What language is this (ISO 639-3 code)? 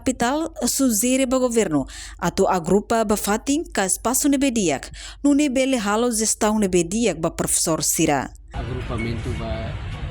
tet